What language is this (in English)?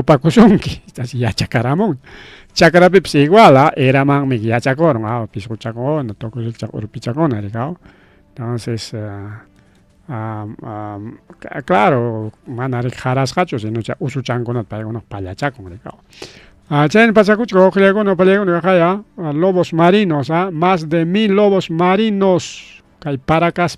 Ayacucho Quechua